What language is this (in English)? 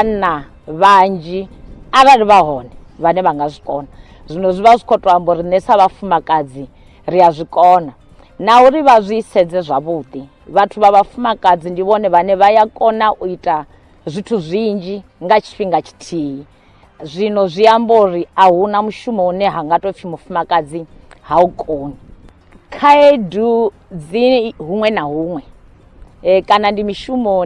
Venda